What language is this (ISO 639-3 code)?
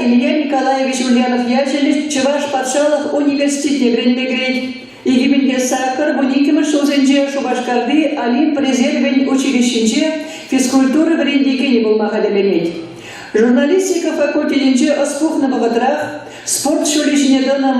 chv